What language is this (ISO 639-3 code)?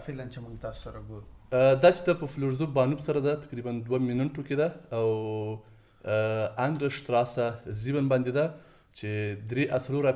pus